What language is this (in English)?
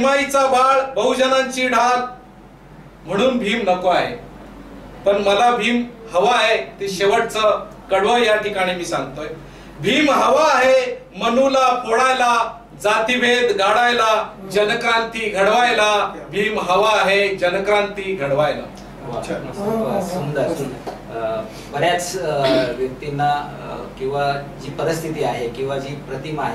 Marathi